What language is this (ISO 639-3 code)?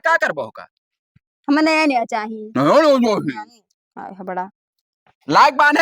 awa